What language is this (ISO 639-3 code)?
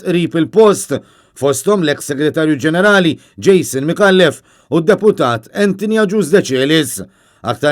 mlt